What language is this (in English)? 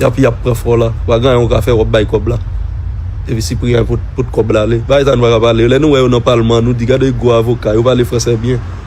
Haitian Creole